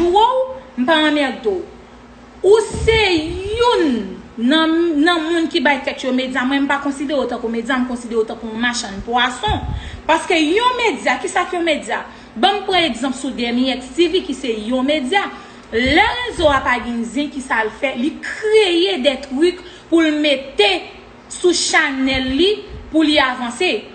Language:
Haitian Creole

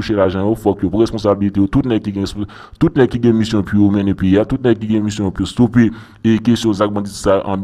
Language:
Haitian Creole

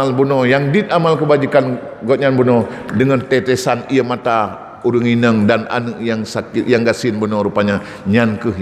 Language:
Achinese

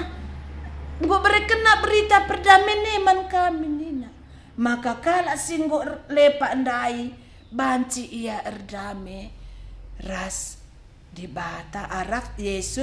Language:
Batak Karo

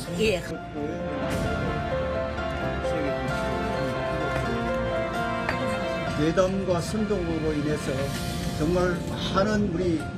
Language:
Korean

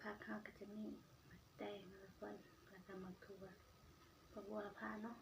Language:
Northeastern Thai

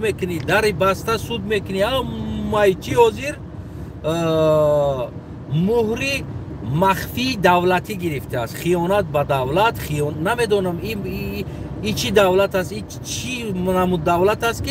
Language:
Tajik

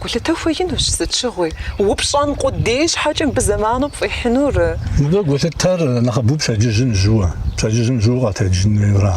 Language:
Kabardian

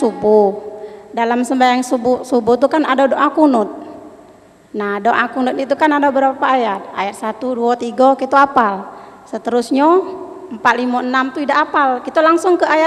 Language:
Musi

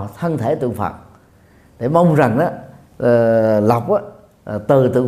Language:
Vietnamese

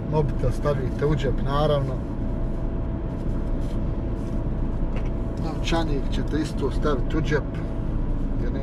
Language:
Croatian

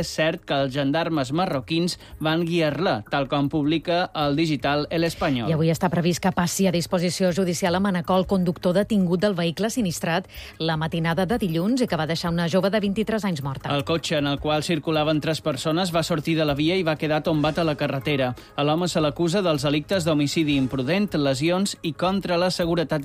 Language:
Catalan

